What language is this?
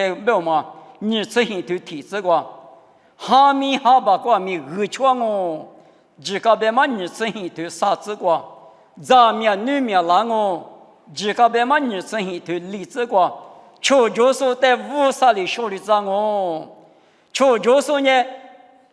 Lisu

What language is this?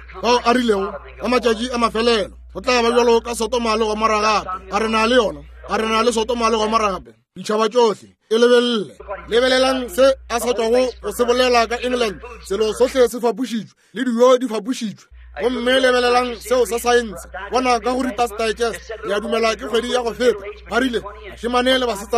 Northern Sotho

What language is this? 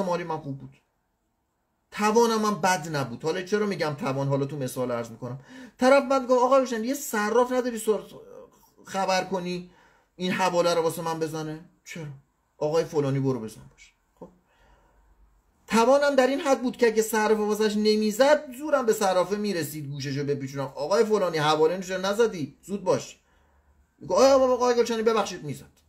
Persian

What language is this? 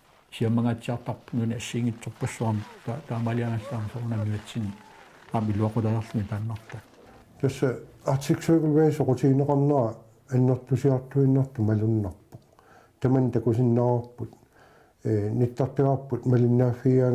Kalaallisut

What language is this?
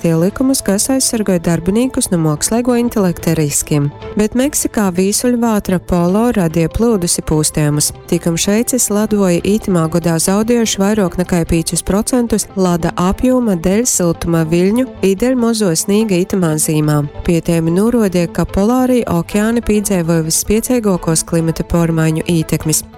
Latgalian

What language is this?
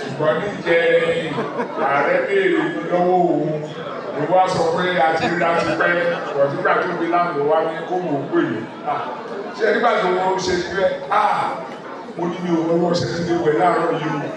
Yoruba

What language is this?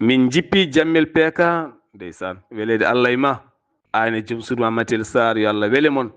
Fula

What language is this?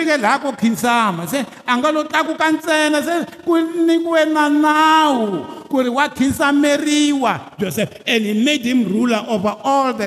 Tsonga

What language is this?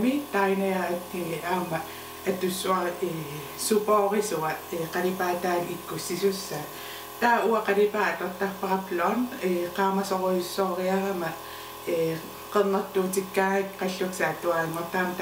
Kalaallisut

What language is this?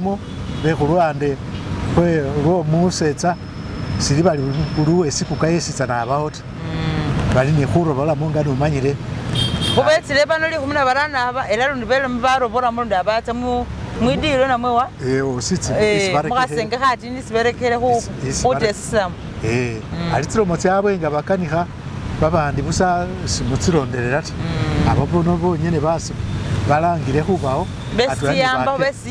Masaaba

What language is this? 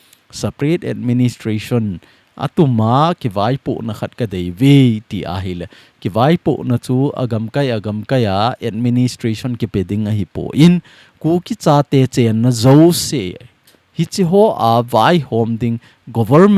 Thado Chin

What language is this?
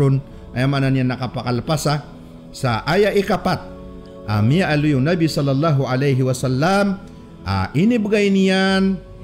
Maranao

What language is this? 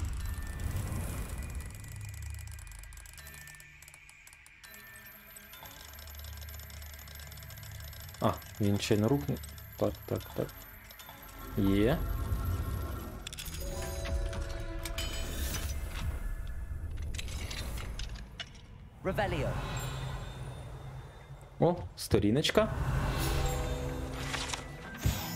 Ukrainian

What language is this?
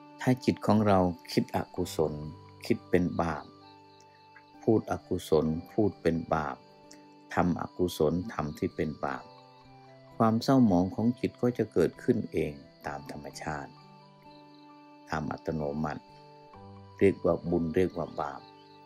Thai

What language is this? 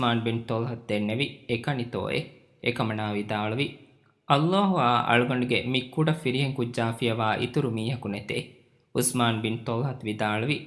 Divehi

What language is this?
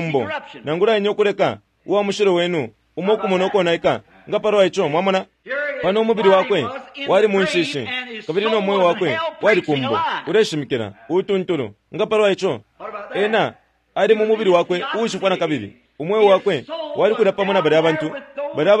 Bemba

